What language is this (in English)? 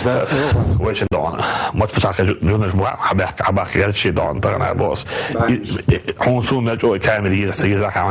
Chechen